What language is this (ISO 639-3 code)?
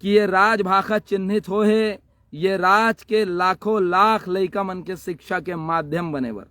hne